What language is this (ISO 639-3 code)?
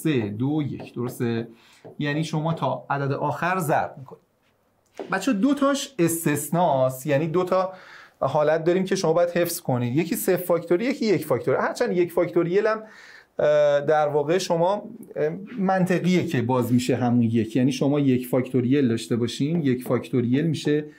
fas